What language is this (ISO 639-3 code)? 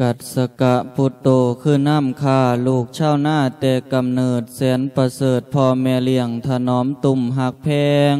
lao